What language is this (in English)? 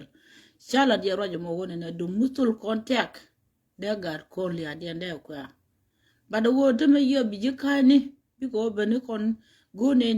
Nuer